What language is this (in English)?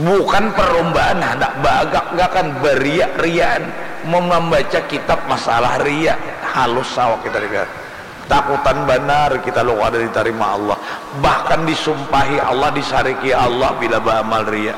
Banjar